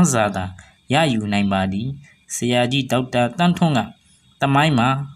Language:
Burmese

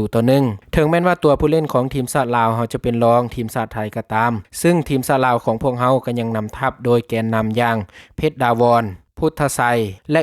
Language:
Lao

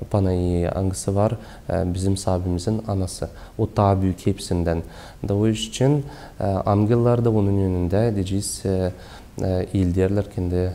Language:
Gagauz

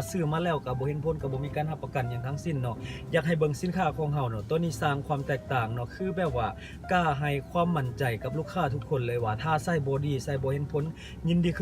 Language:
Lao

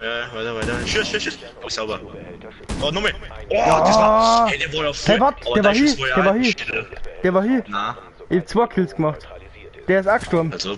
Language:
Bavarian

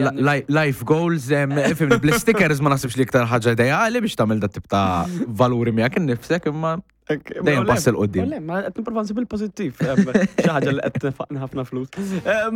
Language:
Maltese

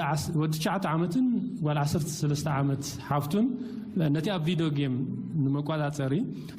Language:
Tigrinya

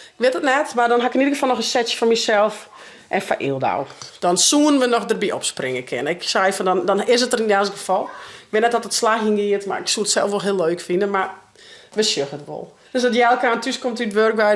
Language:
Western Frisian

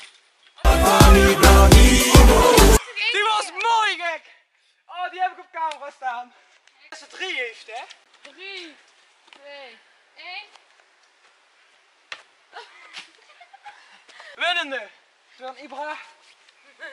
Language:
Dutch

